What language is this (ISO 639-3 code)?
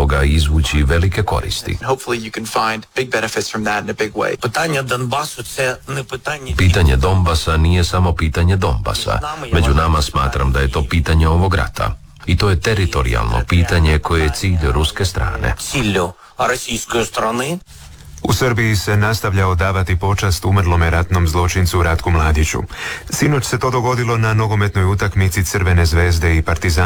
hrv